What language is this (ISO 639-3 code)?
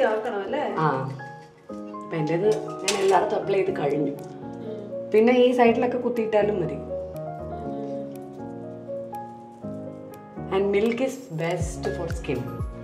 mal